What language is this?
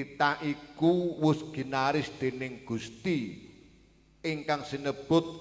Javanese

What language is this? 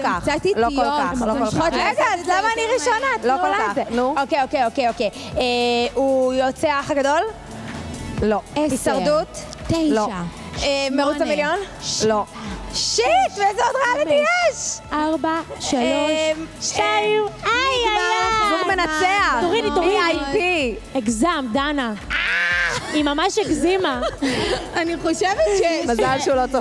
Hebrew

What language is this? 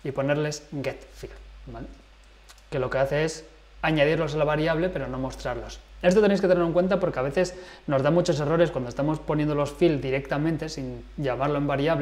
Spanish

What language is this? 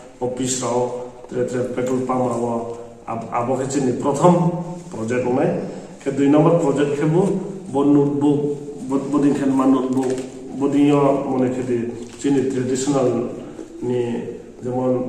Riang (India)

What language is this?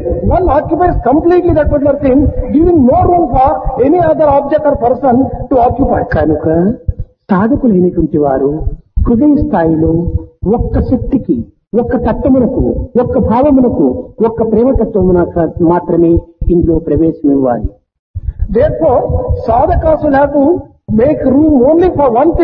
Telugu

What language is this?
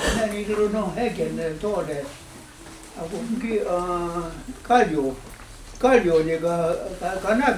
Mohawk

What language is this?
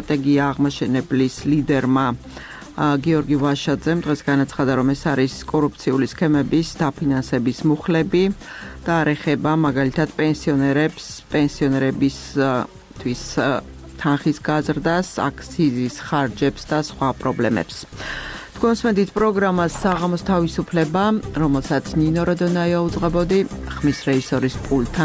Georgian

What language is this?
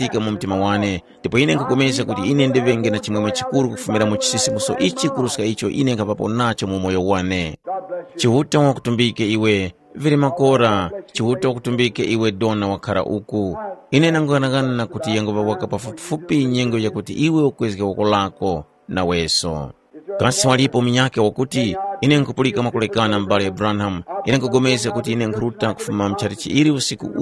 Tumbuka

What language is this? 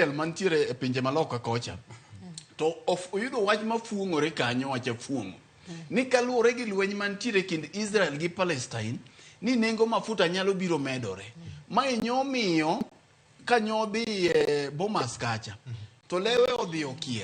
Luo (Kenya and Tanzania)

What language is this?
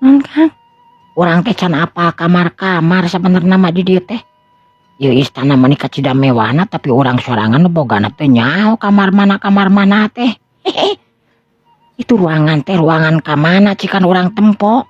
Sundanese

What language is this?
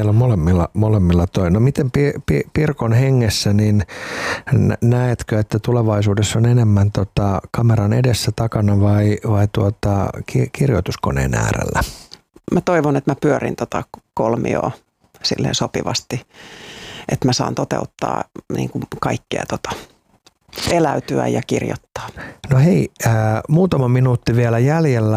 Finnish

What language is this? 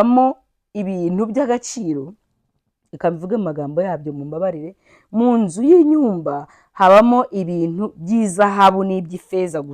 Kinyarwanda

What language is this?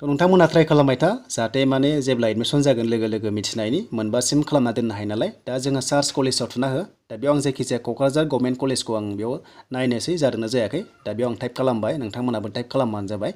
Bodo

